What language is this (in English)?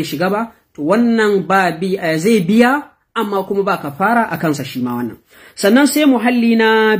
Hausa